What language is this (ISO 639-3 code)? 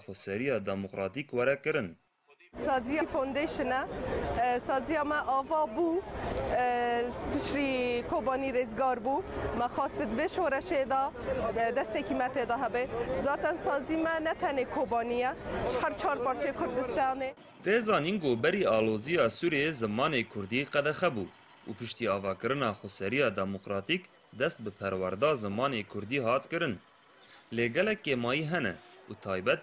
kur